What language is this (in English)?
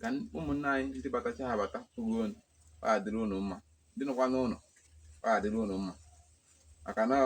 Igbo